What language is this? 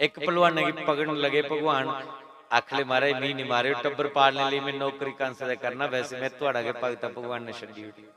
Dogri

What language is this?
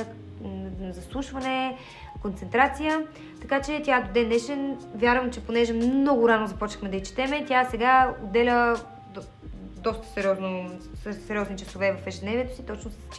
Bulgarian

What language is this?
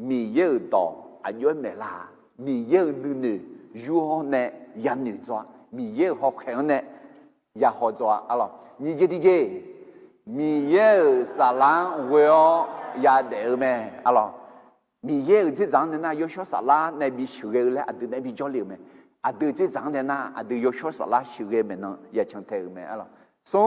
Akha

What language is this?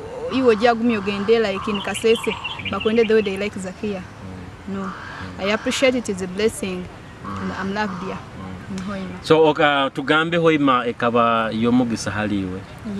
Nyoro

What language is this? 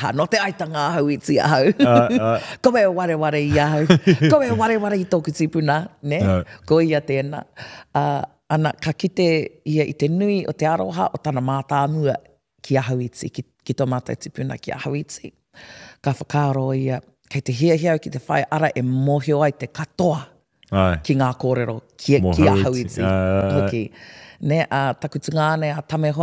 Māori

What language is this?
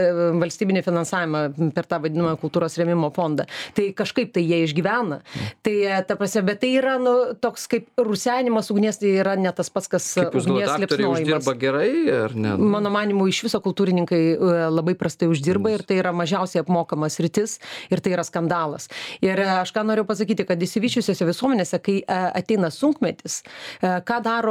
Lithuanian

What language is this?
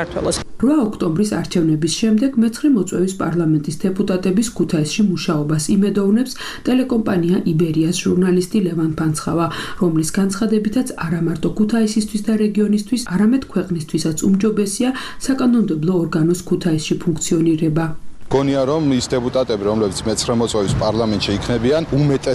Georgian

